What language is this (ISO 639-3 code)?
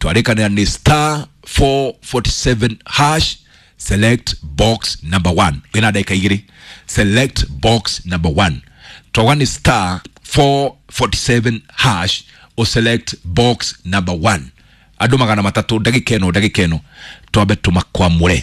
kik